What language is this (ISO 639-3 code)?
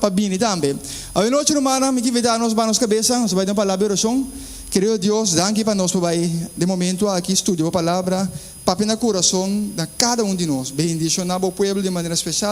pap